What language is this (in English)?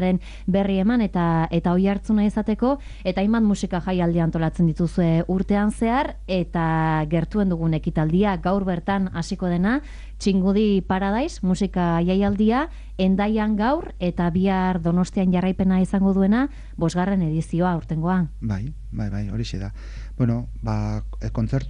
Basque